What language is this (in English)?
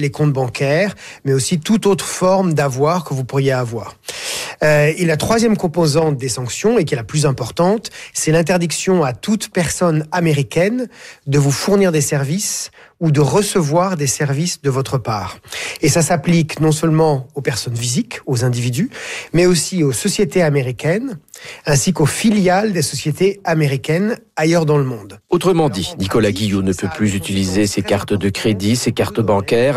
French